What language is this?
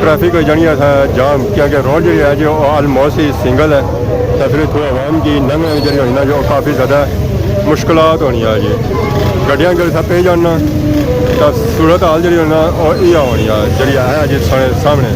Pahari-Potwari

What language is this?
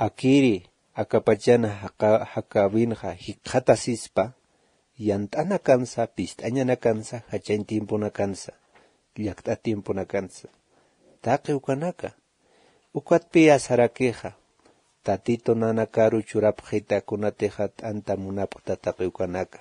Aymara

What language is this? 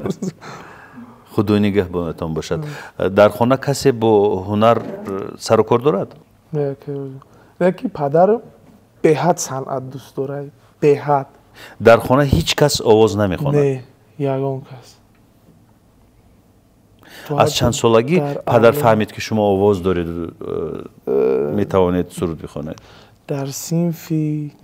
Persian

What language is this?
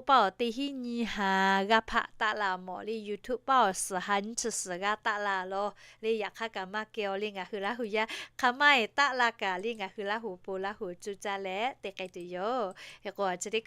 Lahu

